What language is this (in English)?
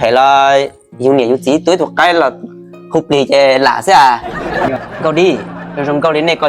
Hmong